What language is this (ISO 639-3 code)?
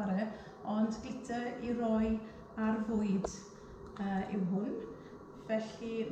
cym